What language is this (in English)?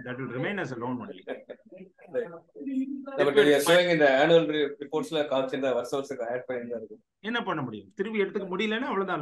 Tamil